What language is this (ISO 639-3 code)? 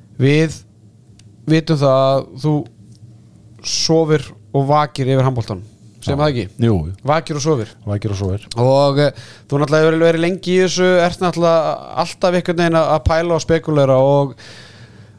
isl